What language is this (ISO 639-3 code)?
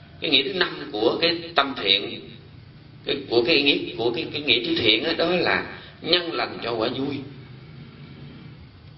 vie